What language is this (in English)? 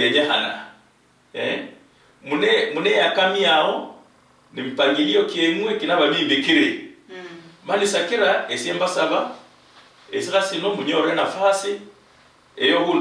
Luyia